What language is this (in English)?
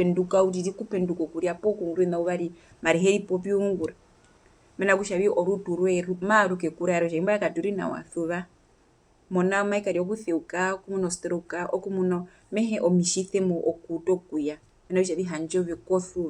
Herero